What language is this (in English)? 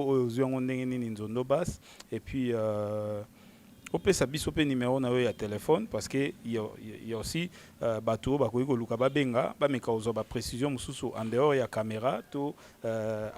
Lingala